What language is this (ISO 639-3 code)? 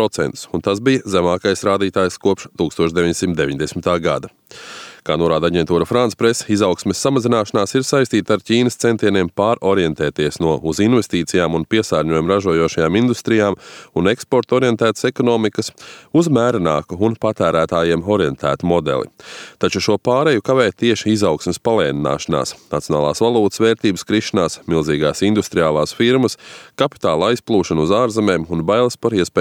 lav